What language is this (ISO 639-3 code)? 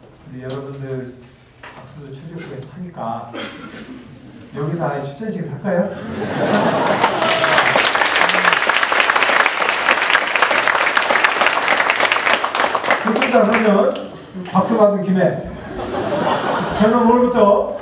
kor